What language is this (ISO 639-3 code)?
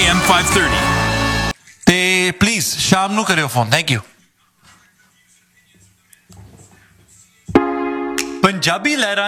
pan